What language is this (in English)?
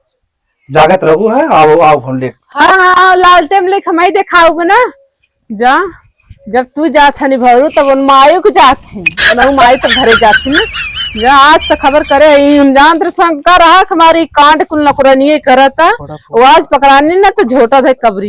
Awadhi